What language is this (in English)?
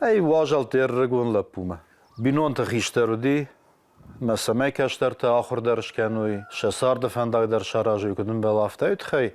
Ossetic